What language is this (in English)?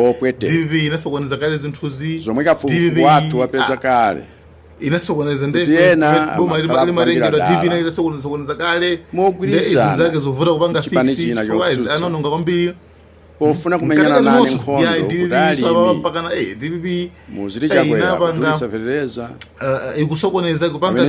Nyanja